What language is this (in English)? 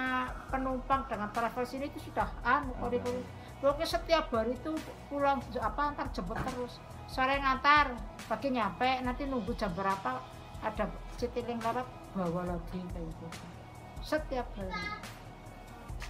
Indonesian